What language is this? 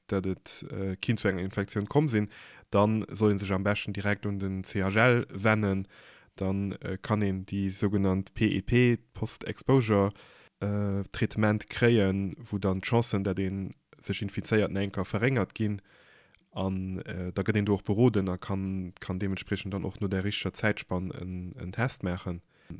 Luxembourgish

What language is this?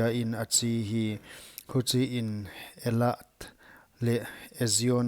Paite Chin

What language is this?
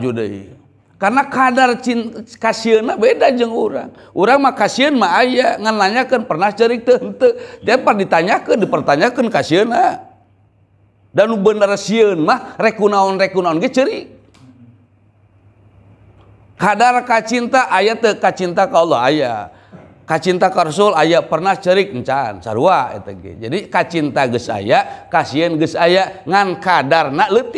Sundanese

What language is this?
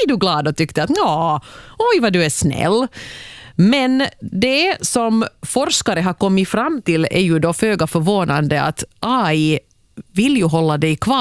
Swedish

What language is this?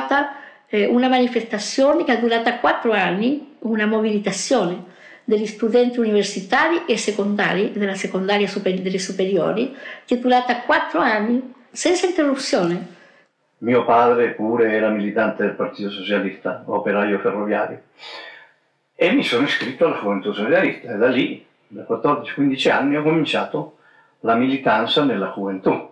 Italian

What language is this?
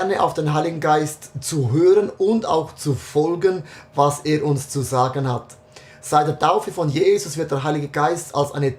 Swiss German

